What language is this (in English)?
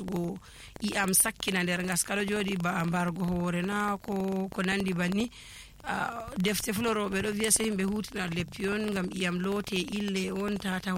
Fula